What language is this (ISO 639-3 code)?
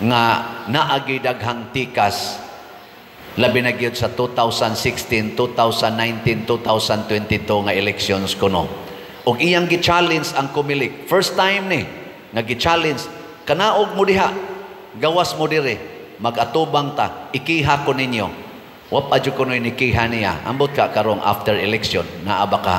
ceb